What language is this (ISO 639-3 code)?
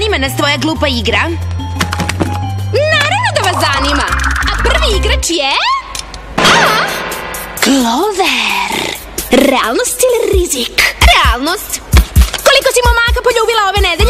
srp